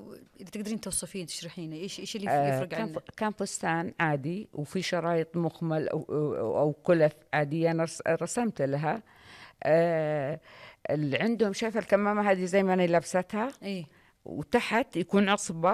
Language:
Najdi Arabic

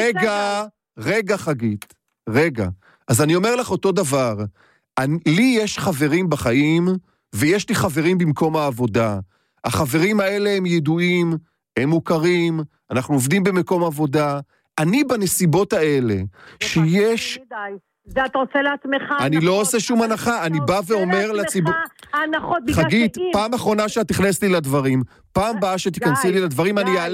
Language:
Hebrew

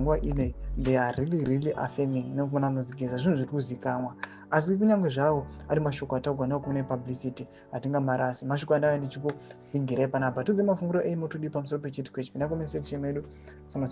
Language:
Shona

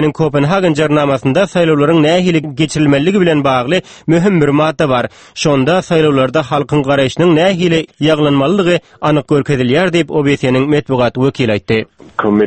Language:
Turkmen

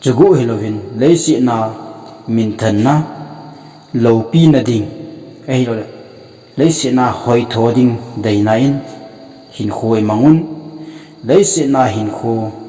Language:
Thado Chin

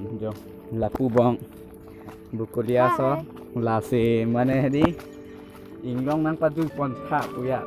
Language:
Karbi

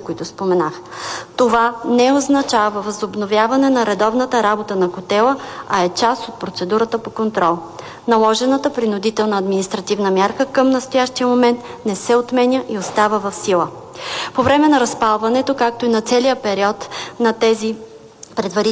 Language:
Bulgarian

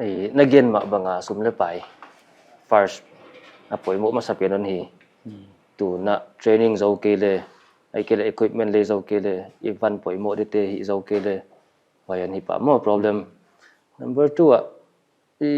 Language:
Paite Chin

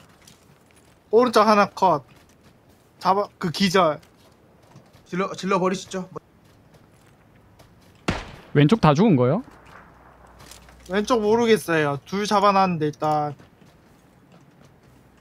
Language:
Korean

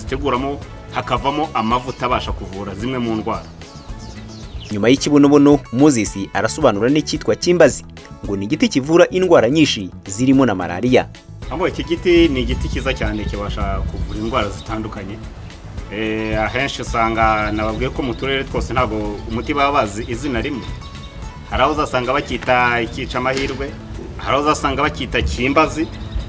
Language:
Kinyarwanda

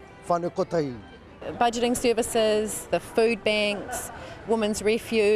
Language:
Māori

